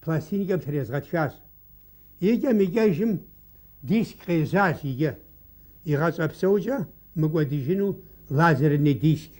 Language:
Kabardian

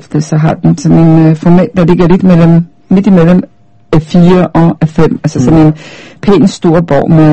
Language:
Danish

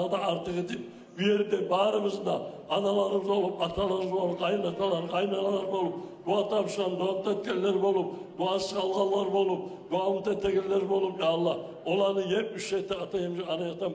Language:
Kumyk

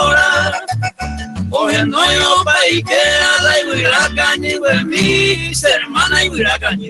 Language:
Guarani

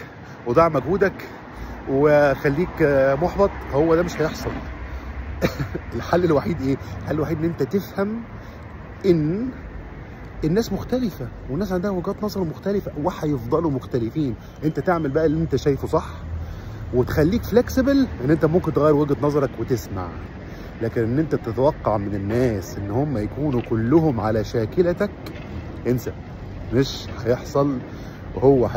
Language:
Egyptian Arabic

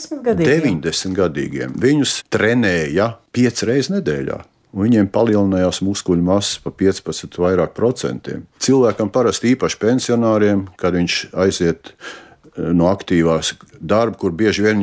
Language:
Latvian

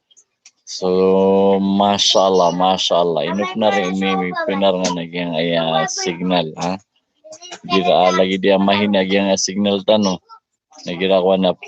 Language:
Maranao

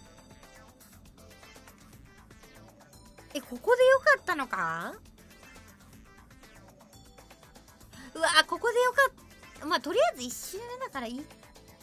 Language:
Japanese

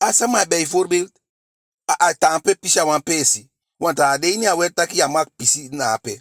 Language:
Eastern Maroon Creole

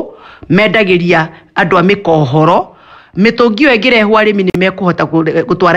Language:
Kikuyu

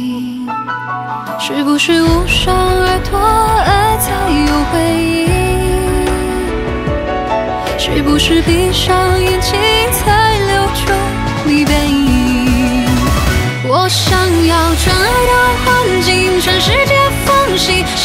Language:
Chinese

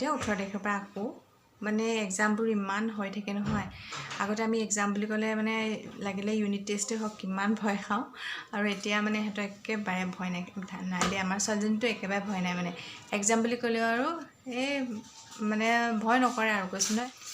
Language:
Assamese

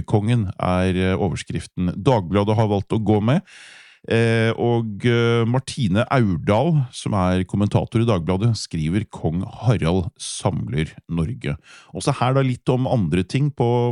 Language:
Norwegian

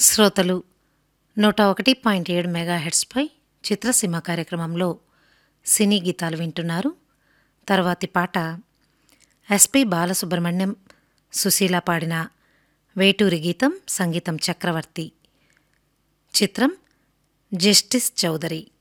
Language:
Telugu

